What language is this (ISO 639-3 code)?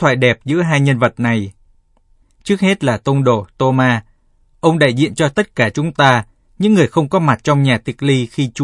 vie